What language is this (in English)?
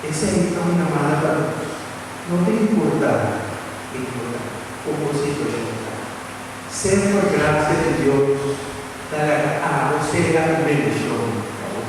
Papiamento